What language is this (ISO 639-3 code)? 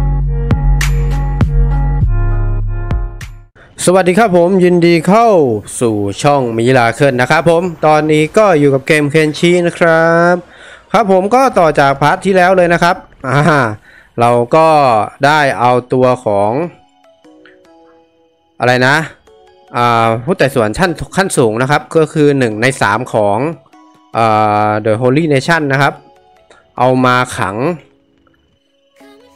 tha